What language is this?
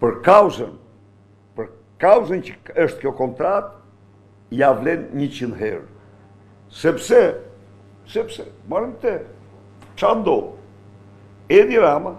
Albanian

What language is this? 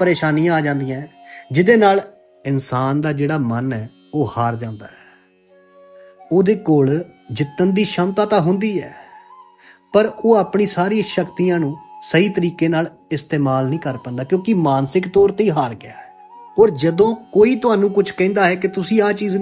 Punjabi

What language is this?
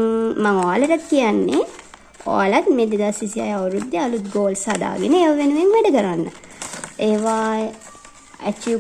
Sinhala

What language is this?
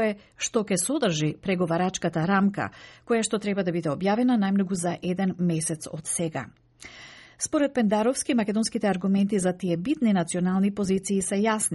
Macedonian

